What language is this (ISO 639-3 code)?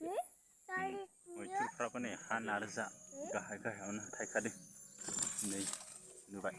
brx